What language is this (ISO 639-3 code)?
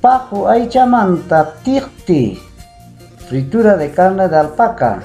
quy